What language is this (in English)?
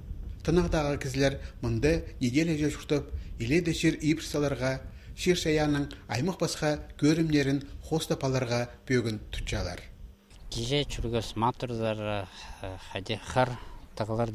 Khakas